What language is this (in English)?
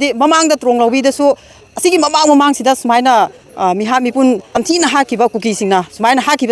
Manipuri